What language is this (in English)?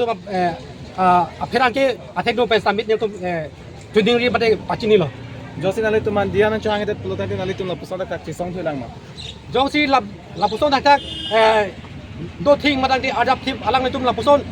Karbi